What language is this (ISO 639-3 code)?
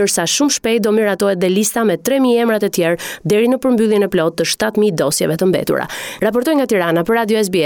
sqi